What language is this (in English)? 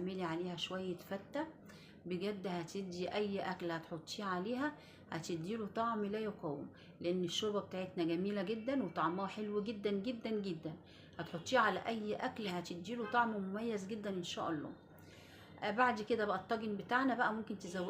Egyptian Arabic